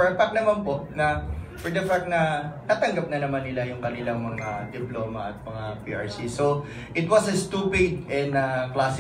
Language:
Filipino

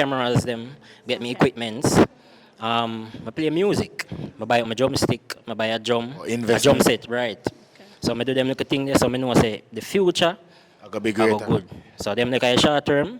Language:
Jamaican Creole English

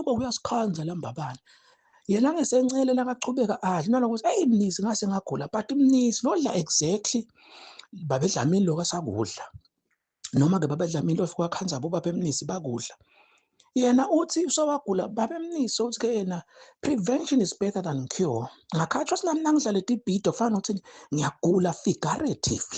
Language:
Zulu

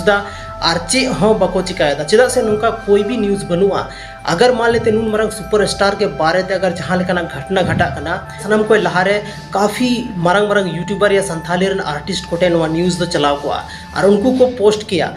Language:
Santali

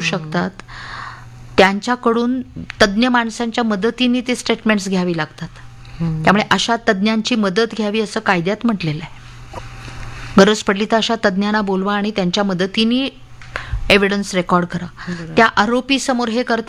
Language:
Marathi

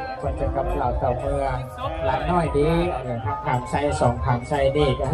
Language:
Lao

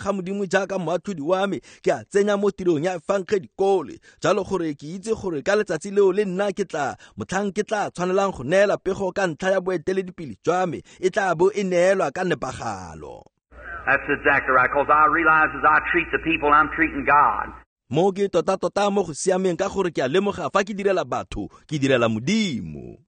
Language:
Tswana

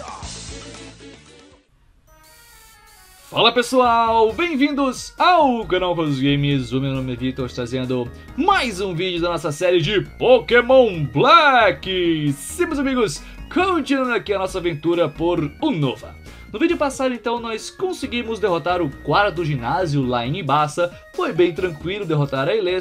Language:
Portuguese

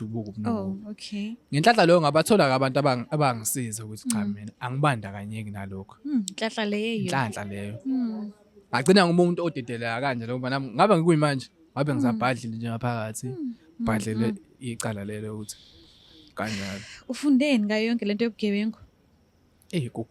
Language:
Zulu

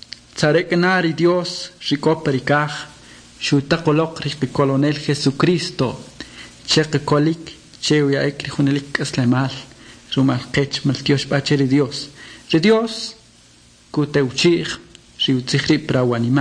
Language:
Kʼicheʼ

